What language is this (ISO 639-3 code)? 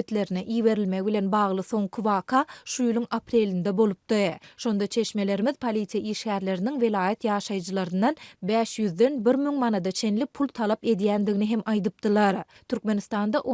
tuk